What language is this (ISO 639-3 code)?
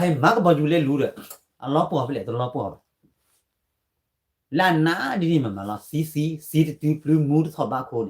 ksw